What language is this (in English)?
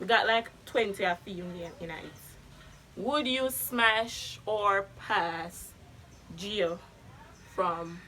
Jamaican Creole English